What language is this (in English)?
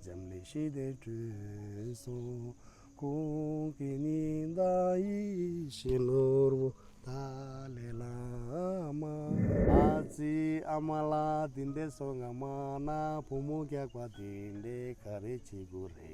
Tibetan